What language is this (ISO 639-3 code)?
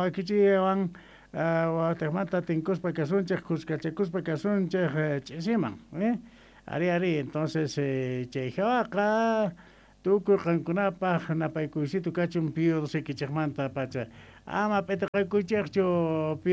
quh